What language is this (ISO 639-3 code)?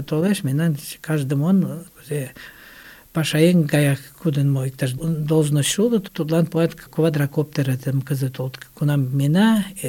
chm